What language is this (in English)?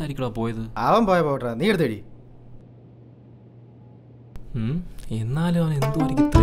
Malayalam